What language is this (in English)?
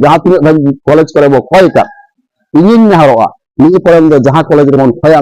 Santali